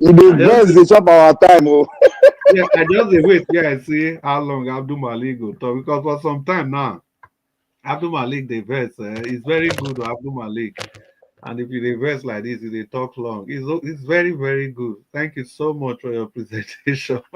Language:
Nigerian Pidgin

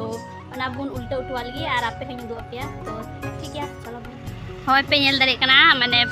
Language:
Santali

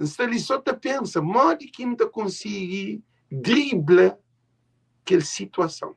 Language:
Kabuverdianu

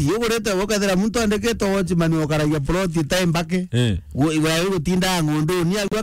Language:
Meru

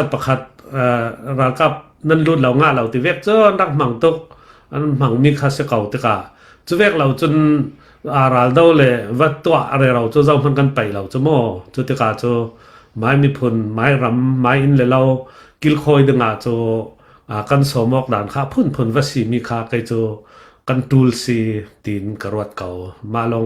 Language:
Falam Chin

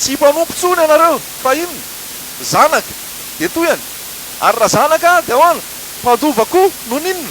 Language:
Malagasy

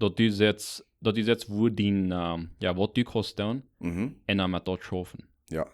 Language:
Plautdietsch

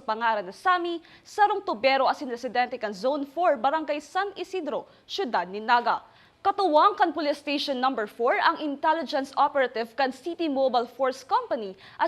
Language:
Bikol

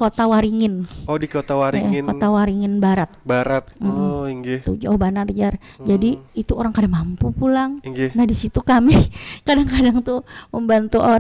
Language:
Banjar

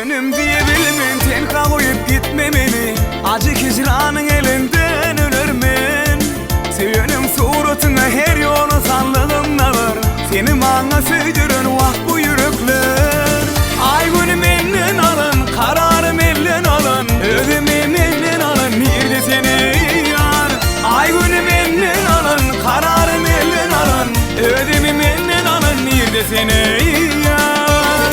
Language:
Turkmen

